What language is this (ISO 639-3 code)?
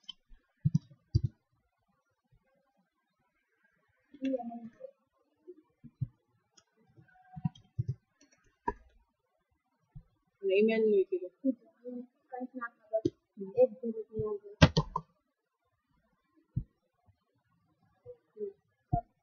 guj